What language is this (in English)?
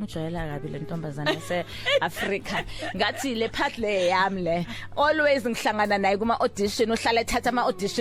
Zulu